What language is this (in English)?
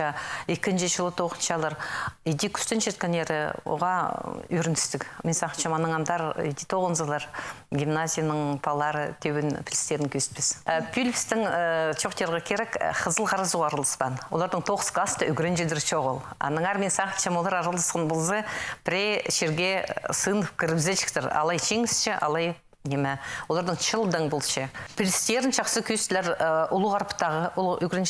Khakas